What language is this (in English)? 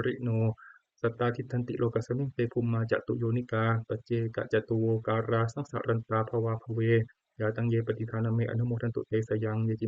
Pali